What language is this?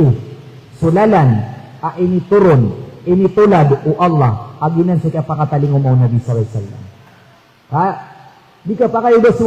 Maranao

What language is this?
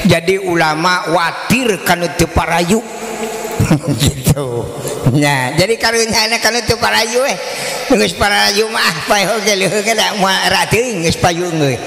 Sundanese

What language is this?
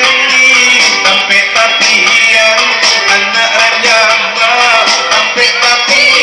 Minangkabau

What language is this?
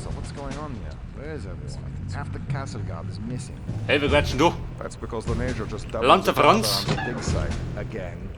Bavarian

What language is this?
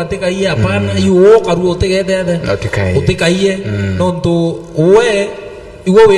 Meru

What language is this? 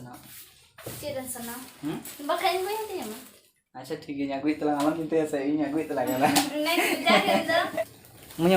Santali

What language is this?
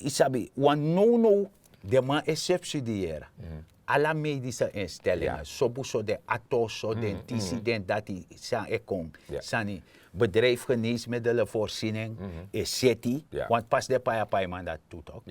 Sranan Tongo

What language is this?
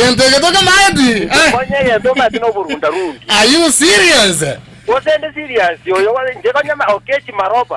Gusii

